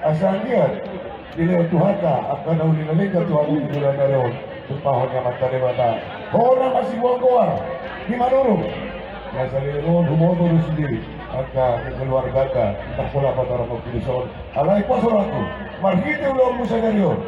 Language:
Batak Toba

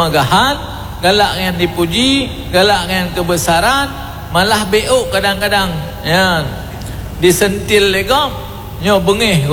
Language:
Achinese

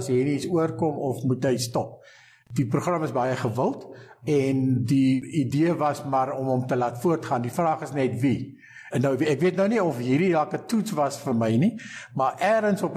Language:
Afrikaans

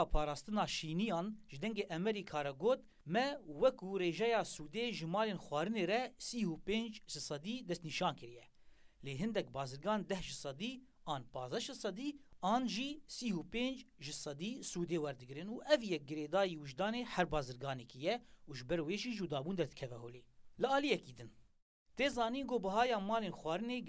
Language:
Kurdish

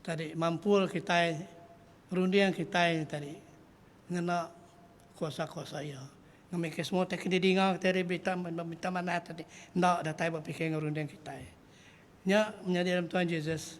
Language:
Iban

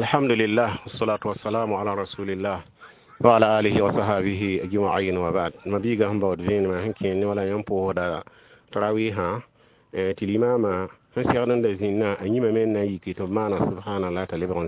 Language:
Mossi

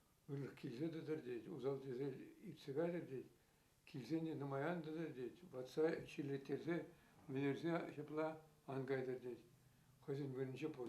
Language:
Chuvash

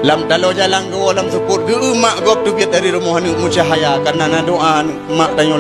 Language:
Achinese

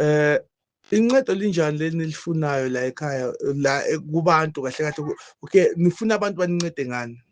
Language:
Zulu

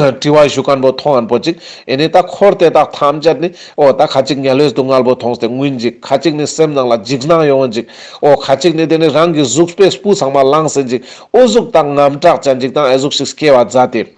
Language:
Ladakhi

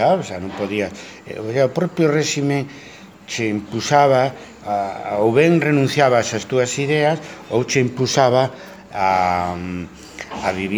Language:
Galician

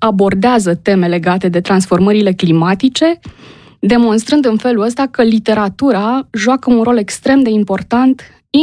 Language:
Romanian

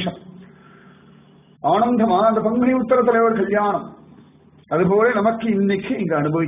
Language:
Tamil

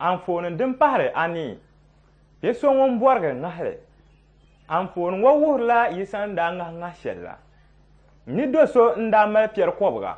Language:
Dagbani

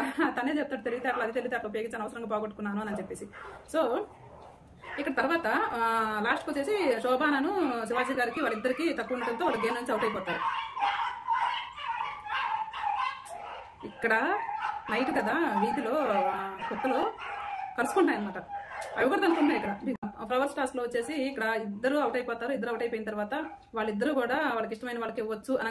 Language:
Telugu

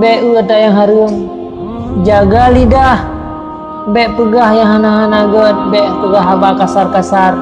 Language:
Achinese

